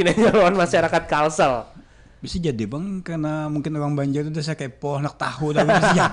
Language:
Banjar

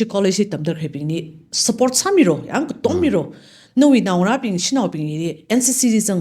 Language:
Tangkhul Naga (India)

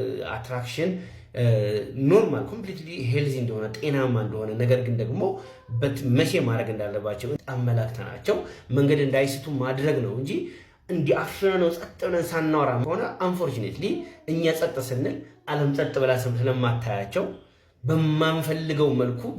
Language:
Amharic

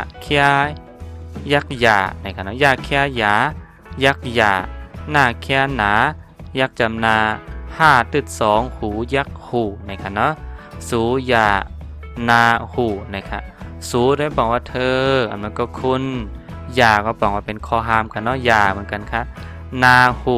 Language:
Shan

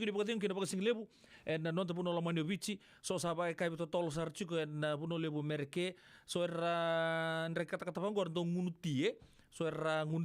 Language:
Fijian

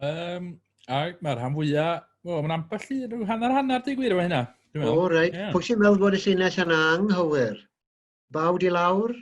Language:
Welsh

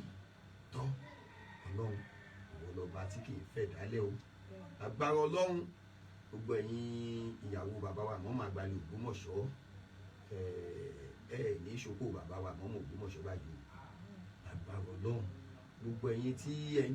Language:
Yoruba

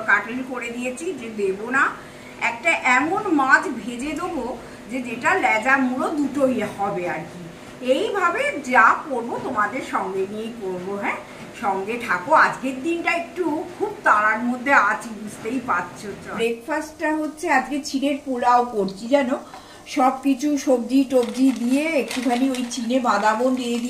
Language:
Bangla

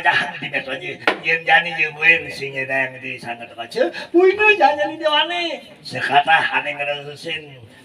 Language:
Balinese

